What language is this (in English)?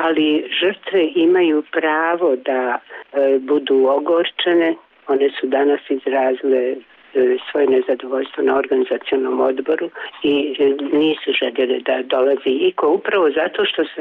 Serbian